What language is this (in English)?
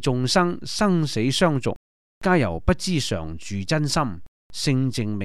Cantonese